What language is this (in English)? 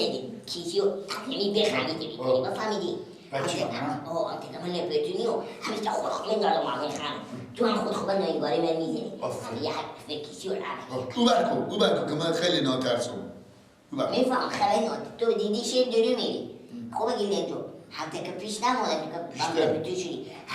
Persian